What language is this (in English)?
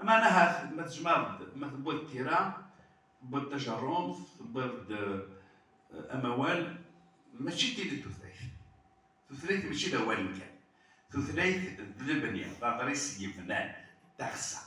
Kabyle